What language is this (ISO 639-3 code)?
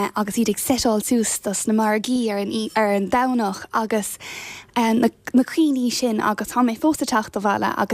gle